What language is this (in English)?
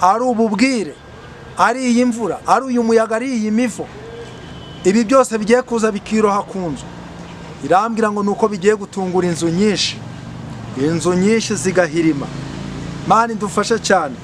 Kinyarwanda